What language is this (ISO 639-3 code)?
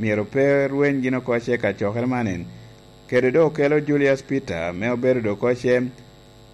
laj